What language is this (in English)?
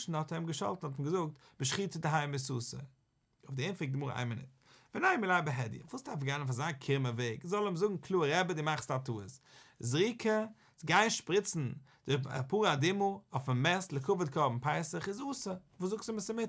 Yiddish